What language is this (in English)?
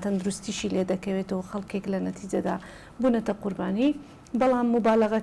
Central Kurdish